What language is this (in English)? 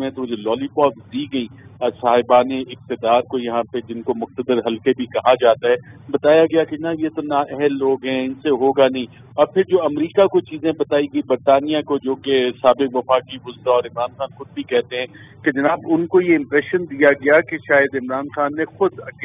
Urdu